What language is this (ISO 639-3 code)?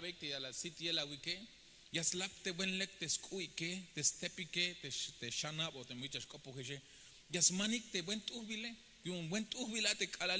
tzh